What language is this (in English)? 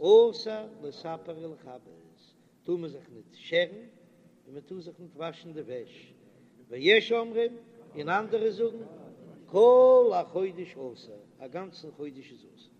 Yiddish